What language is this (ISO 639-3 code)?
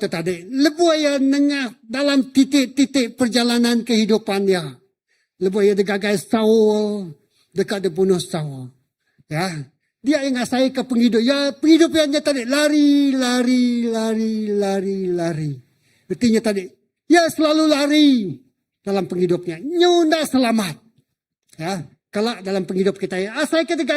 iba